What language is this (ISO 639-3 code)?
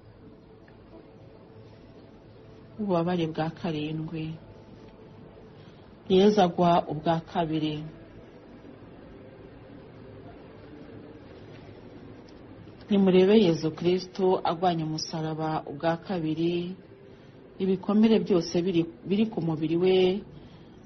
kin